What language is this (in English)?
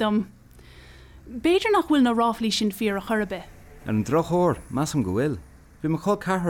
Irish